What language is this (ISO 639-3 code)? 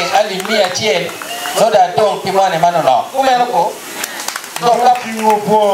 ach